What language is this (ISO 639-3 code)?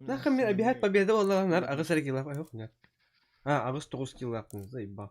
sah